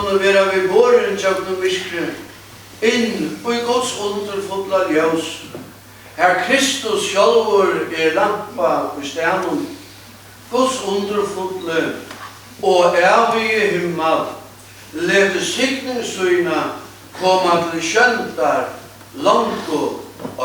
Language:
Faroese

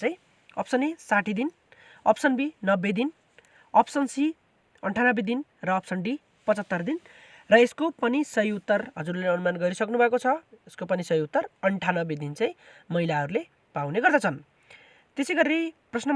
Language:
Nepali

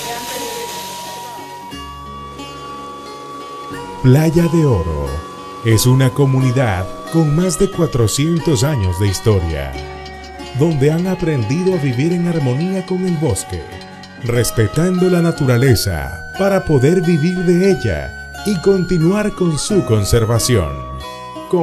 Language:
Spanish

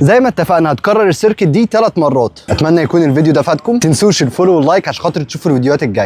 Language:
Egyptian Arabic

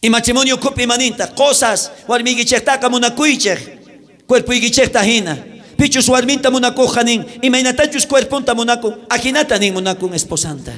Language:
South Bolivian Quechua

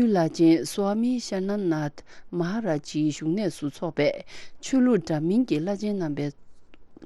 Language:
Tibetan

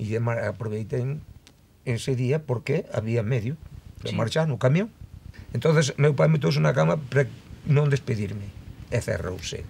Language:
Galician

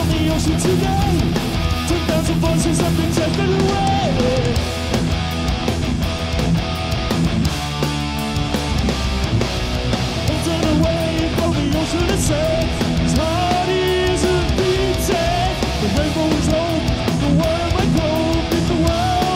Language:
English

